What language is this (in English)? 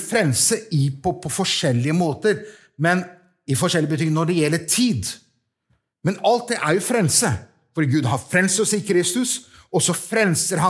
Norwegian